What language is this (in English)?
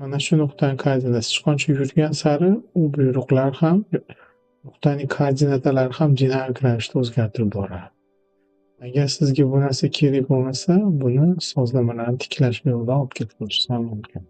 Uzbek